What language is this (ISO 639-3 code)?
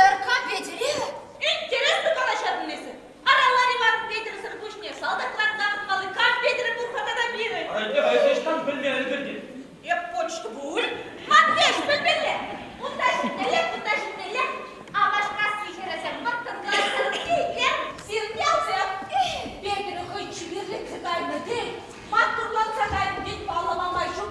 chv